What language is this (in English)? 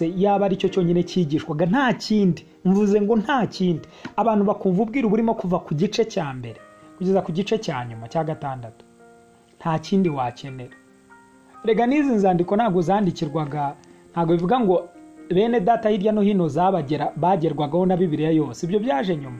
Kinyarwanda